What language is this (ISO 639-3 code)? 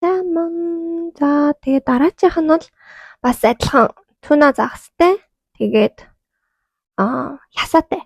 mon